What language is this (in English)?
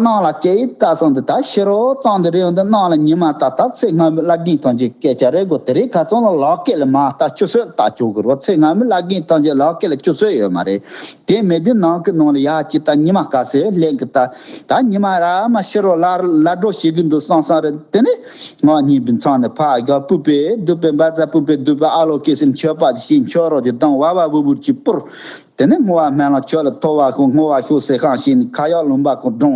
Tibetan